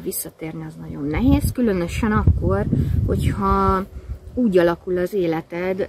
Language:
Hungarian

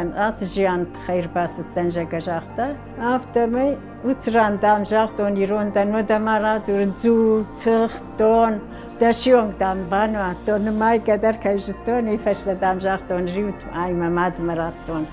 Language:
Ossetic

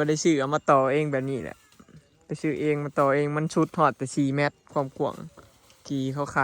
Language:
Northeastern Thai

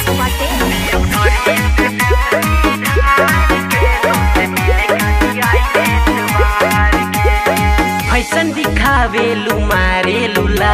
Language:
Bhojpuri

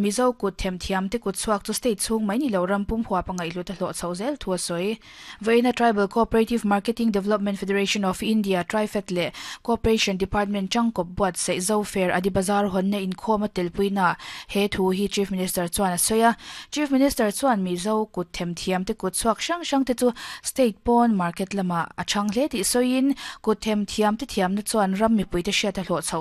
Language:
Mizo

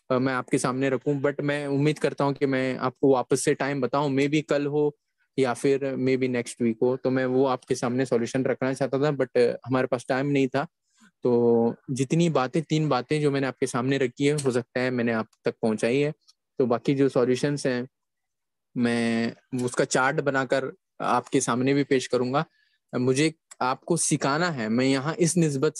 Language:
Urdu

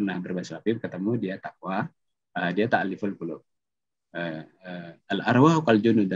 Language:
Indonesian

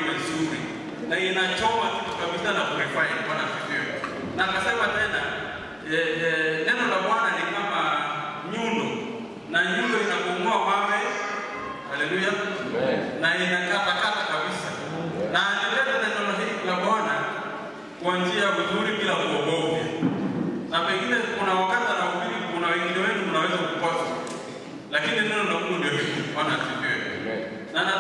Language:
Swahili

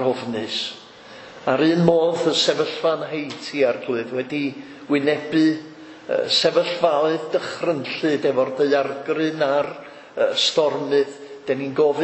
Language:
Welsh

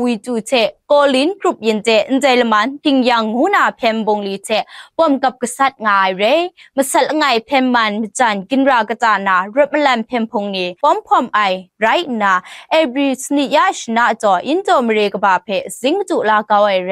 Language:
Kachin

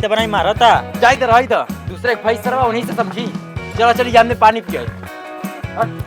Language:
Awadhi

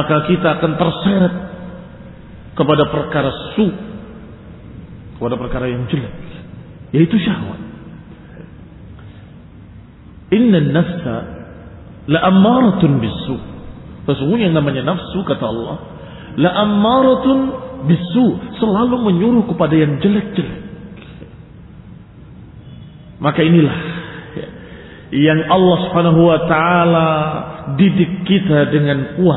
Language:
Indonesian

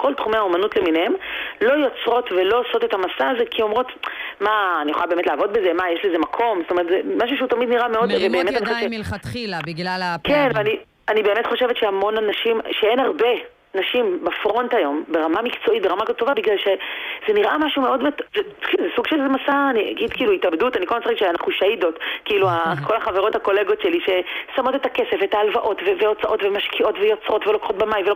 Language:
Hebrew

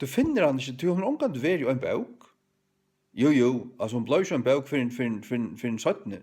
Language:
Faroese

